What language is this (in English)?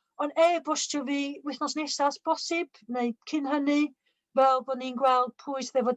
Welsh